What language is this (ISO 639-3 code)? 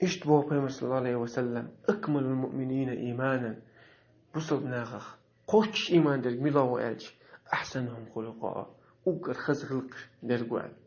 che